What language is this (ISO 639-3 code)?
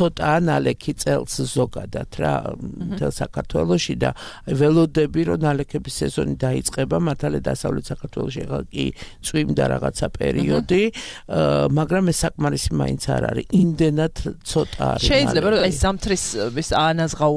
kat